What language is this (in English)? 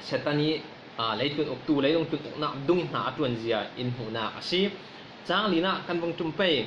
Falam Chin